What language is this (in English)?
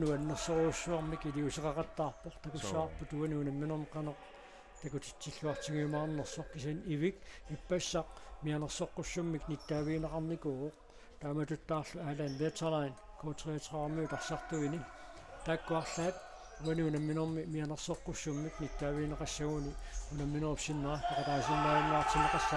Kalaallisut